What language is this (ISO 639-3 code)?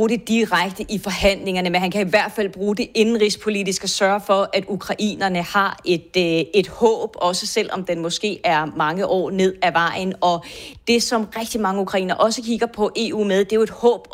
dan